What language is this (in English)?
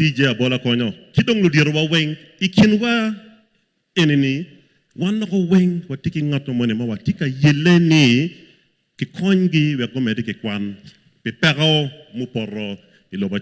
Acoli